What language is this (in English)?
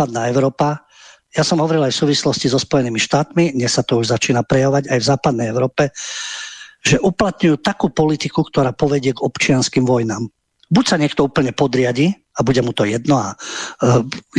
Slovak